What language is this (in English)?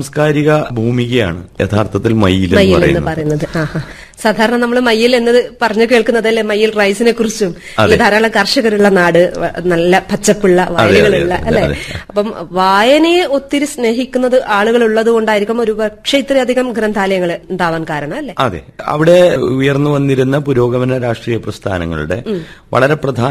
Malayalam